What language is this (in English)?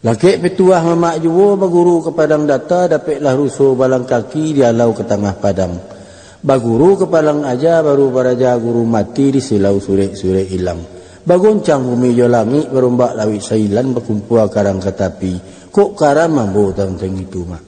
Minangkabau